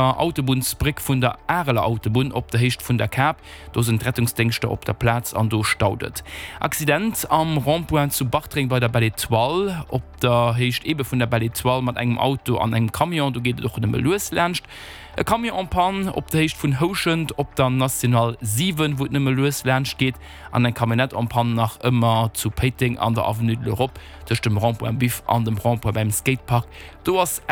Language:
Luxembourgish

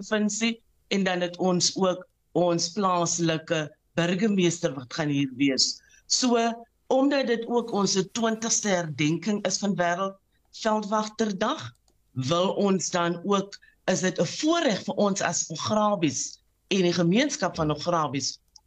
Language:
Afrikaans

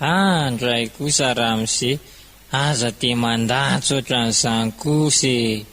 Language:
Malagasy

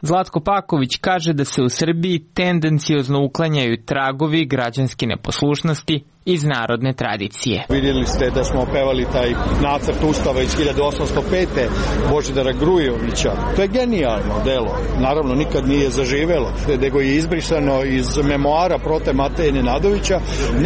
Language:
Serbian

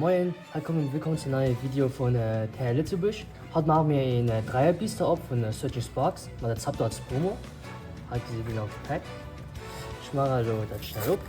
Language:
Luxembourgish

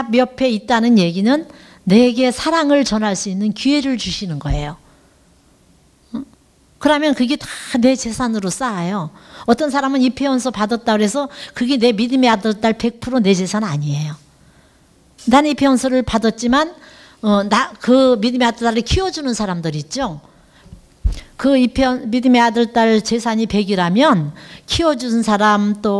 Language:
Korean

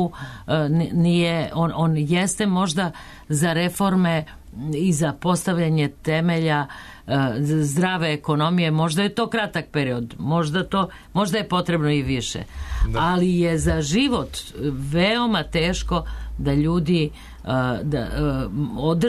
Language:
Serbian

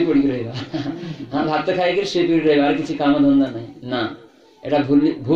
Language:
Odia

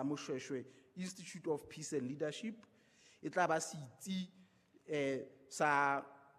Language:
Southern Sotho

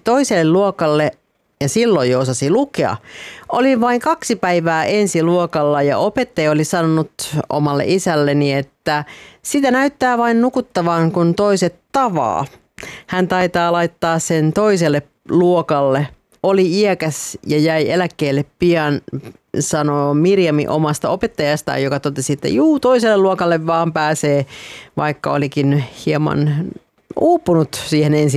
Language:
Finnish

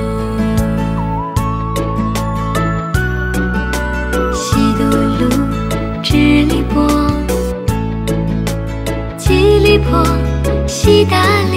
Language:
Chinese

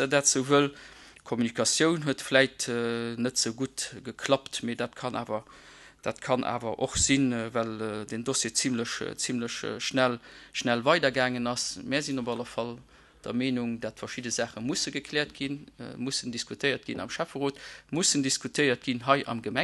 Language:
Luxembourgish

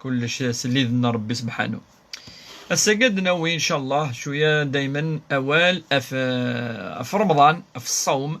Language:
Kabyle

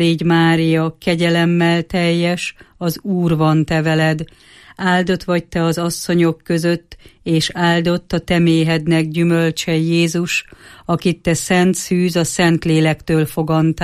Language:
Hungarian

